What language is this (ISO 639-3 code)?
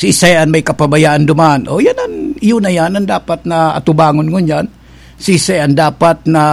bik